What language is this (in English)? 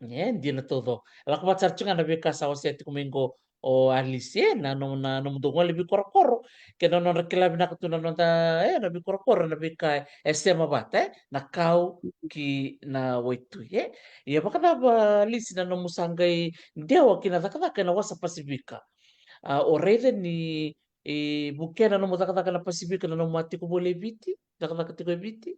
Fijian